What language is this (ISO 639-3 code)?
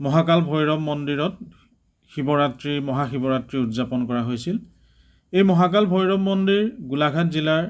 asm